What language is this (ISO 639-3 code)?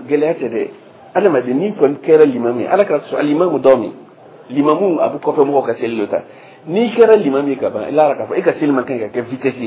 dyu